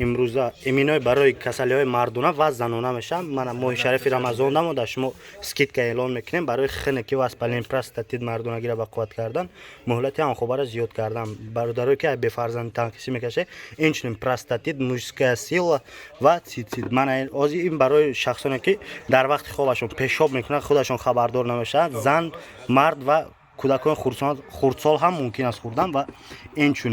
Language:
Tajik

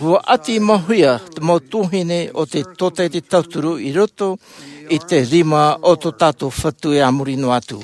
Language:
Tahitian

